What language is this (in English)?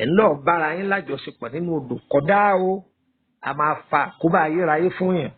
Yoruba